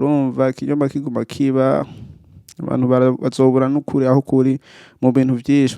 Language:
Rundi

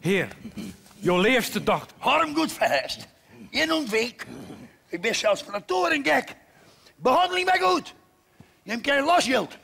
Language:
Western Frisian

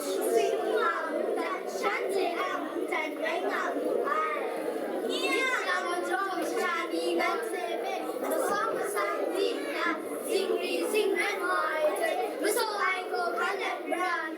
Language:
Kachin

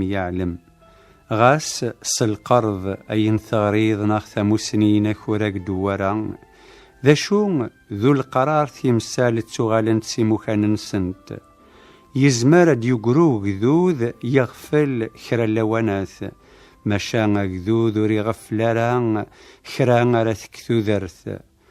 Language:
Kabyle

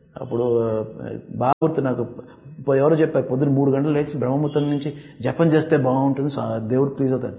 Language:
Telugu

